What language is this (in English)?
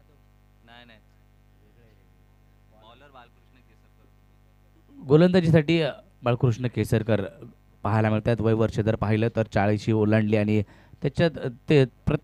Marathi